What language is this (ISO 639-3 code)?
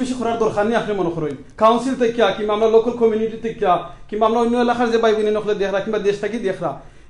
syl